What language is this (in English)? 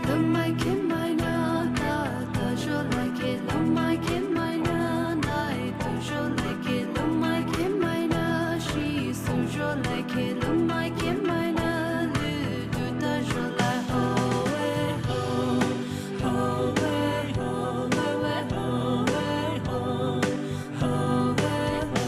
Poumei Naga